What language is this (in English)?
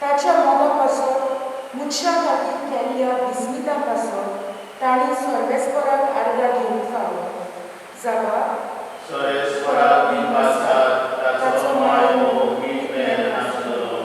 Konkani